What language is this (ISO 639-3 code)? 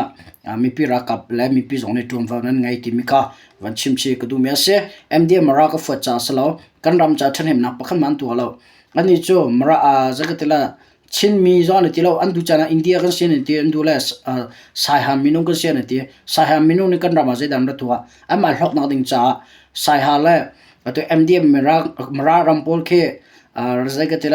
cnh